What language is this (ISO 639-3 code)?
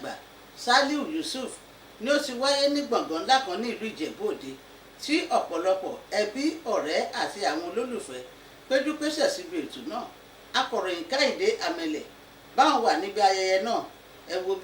yor